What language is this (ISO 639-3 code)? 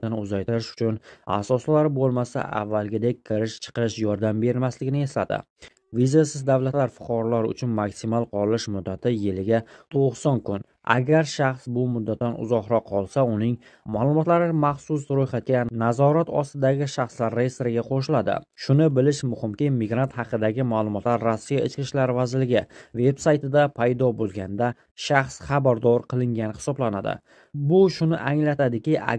uzb